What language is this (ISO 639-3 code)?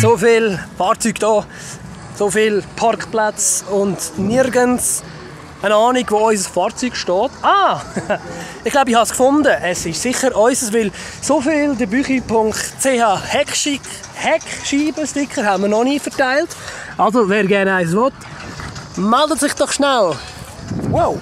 gsw